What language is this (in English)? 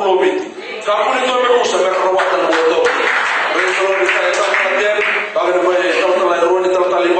Fijian